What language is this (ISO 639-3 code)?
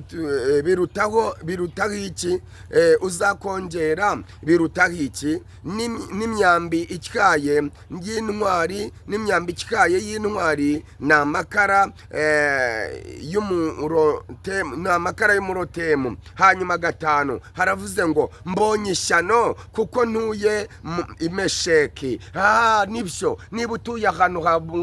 kin